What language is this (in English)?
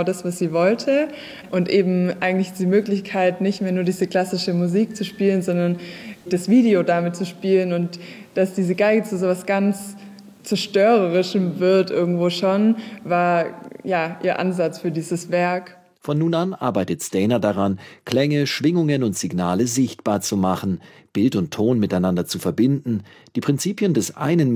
German